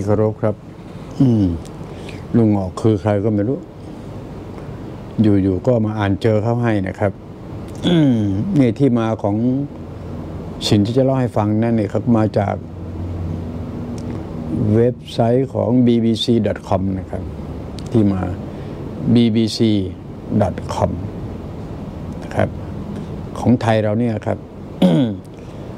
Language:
Thai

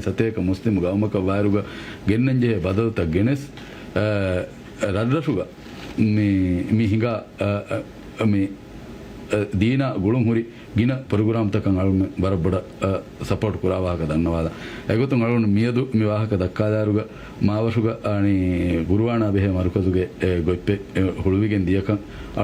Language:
Divehi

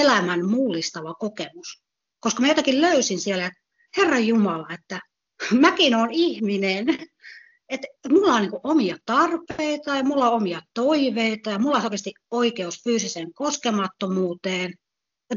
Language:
Finnish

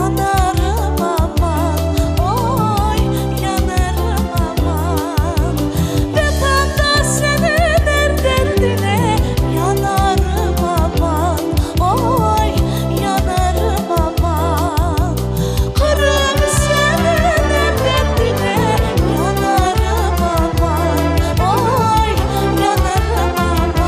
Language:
Crimean Tatar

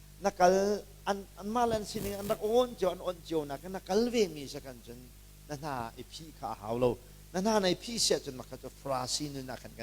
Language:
Hakha Chin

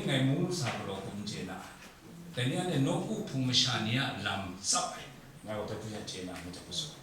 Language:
Kachin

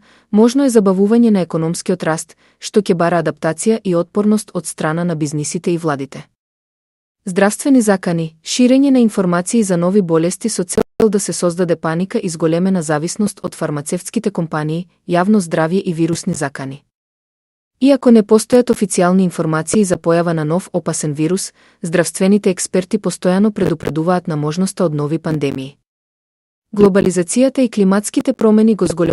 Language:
Macedonian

